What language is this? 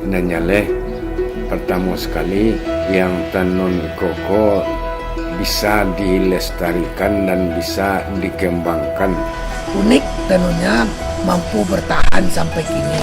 Minangkabau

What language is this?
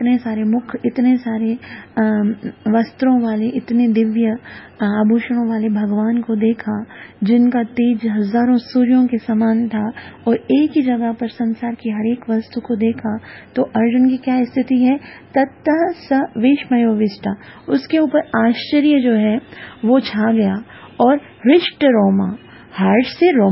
Hindi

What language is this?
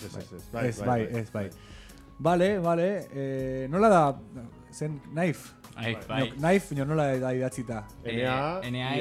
Basque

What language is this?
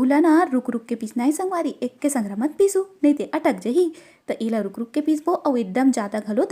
Chhattisgarhi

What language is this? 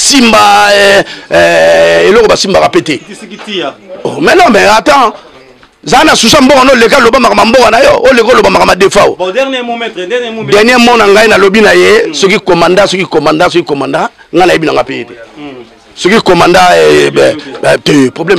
Lingala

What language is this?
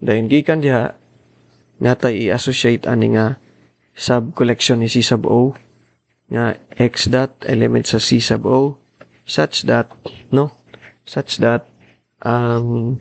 Cebuano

